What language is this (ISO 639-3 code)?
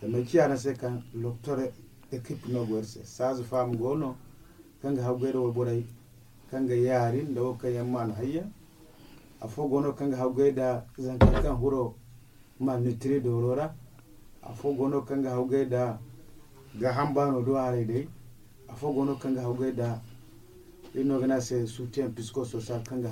dje